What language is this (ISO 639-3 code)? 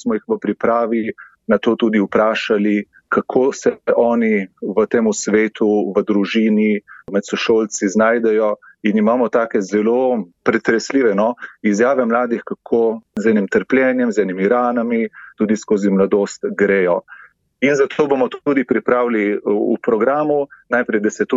slv